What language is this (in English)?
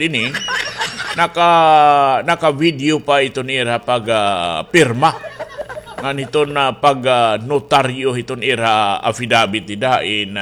Waray